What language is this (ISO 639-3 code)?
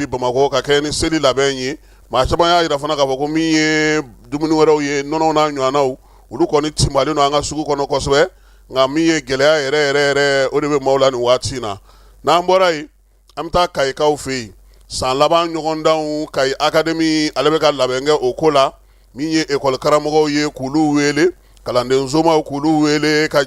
bam